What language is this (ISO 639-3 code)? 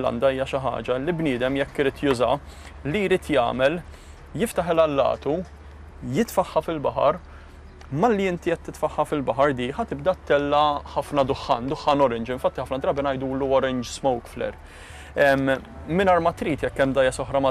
mlt